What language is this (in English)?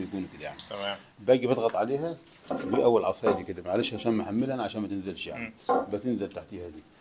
Egyptian Arabic